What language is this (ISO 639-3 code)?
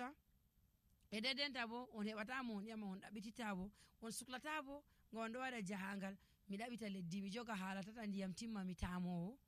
fuv